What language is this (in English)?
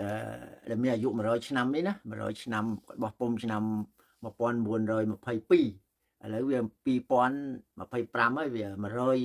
Khmer